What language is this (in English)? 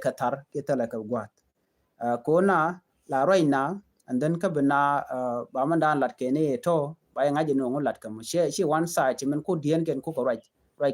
Nuer